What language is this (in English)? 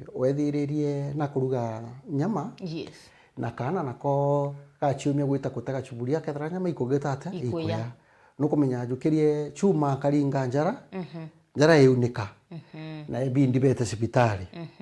Meru